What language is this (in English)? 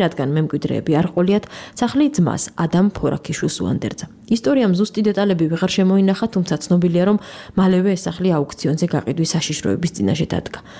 Georgian